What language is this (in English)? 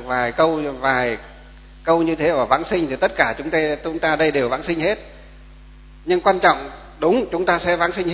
Vietnamese